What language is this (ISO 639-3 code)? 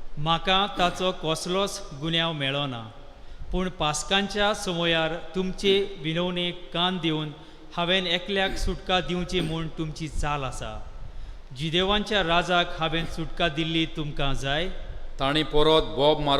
kok